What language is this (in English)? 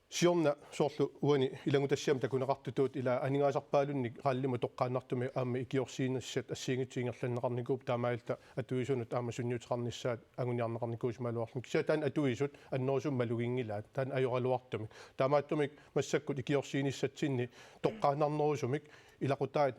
Kalaallisut